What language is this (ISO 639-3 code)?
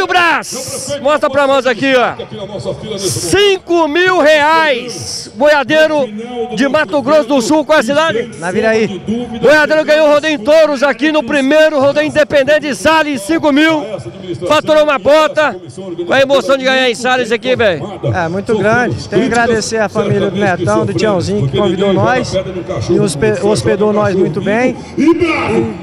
por